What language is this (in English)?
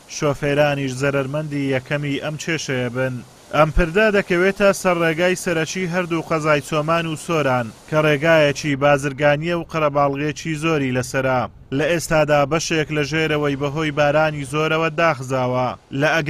Central Kurdish